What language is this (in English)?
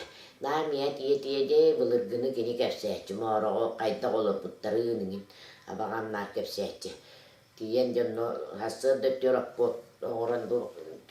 Yakut